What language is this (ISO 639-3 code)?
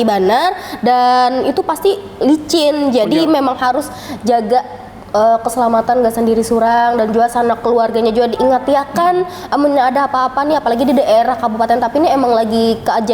bjn